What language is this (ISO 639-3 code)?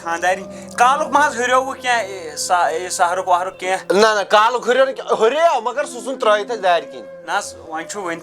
kas